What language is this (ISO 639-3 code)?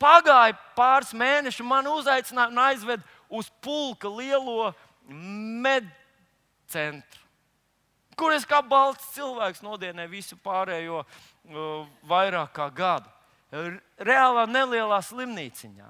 lav